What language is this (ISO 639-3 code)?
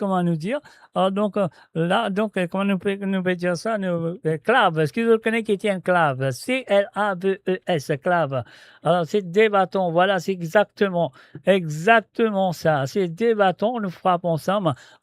mfe